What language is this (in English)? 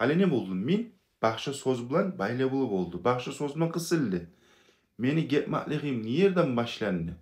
Kumyk